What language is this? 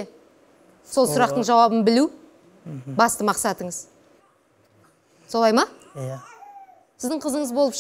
Kazakh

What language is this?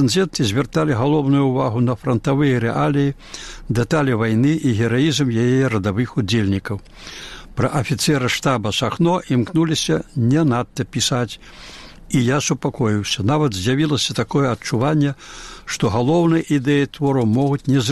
Belarusian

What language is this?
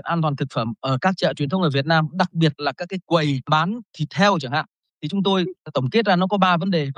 Vietnamese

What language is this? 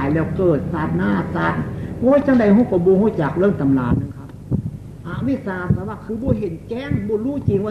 Northeastern Thai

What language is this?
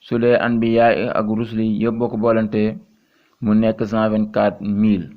Wolof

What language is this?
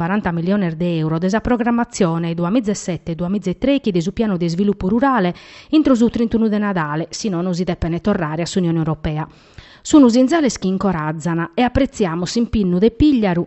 Sardinian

